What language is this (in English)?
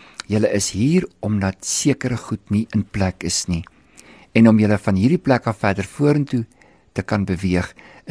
Afrikaans